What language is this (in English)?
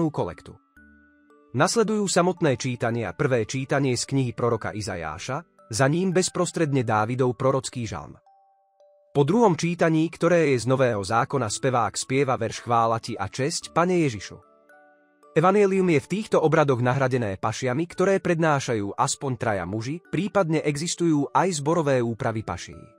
Slovak